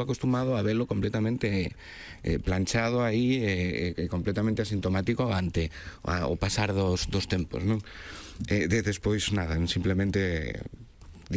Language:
Galician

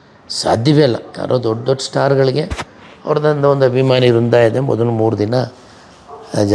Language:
Kannada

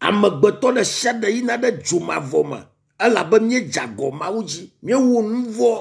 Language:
Ewe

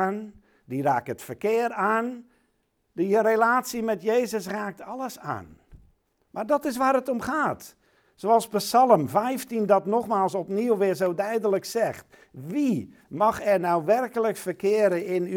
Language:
Dutch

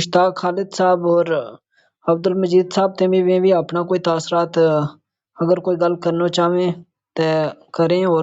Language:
Gujari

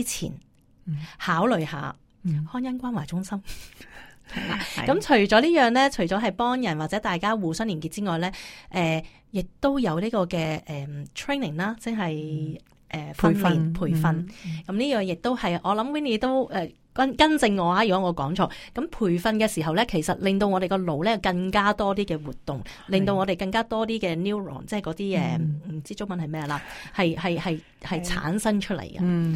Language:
Cantonese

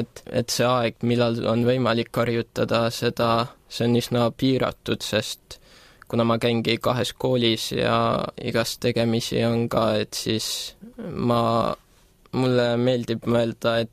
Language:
Estonian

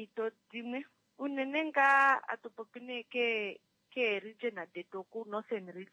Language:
Kuanyama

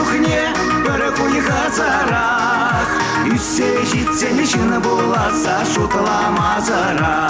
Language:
Chuvash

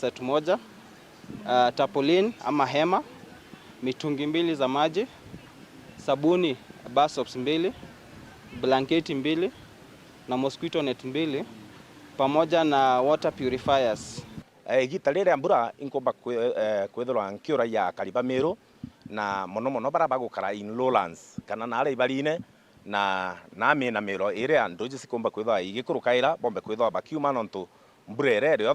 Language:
Meru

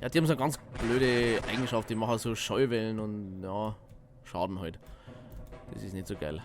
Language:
Bavarian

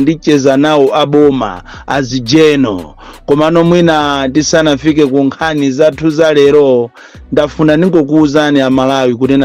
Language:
Nyanja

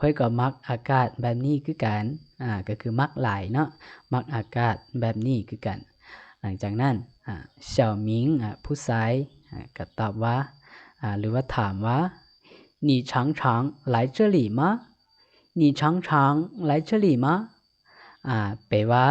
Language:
Lao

